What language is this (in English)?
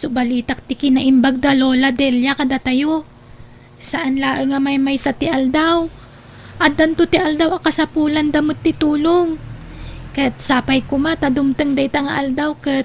Iloko